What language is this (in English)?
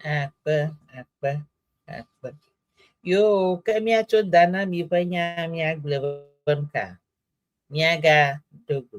Ewe